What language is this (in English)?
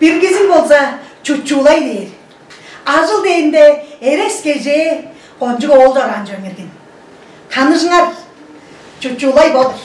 Tuvinian